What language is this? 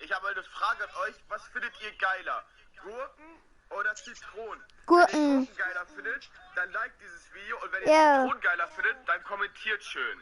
Bavarian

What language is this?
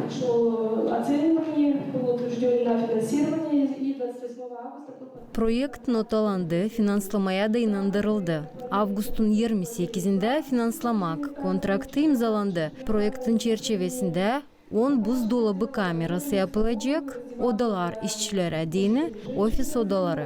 Gagauz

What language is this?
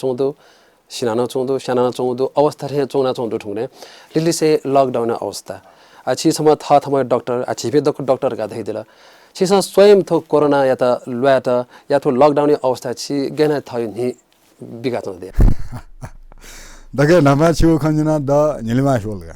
Newari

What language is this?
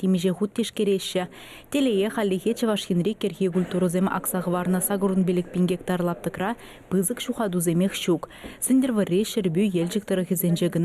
Chuvash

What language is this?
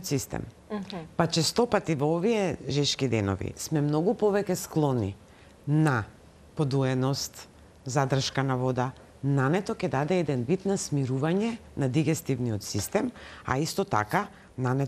Macedonian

